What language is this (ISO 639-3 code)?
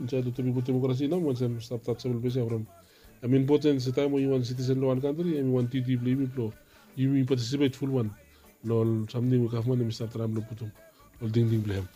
bis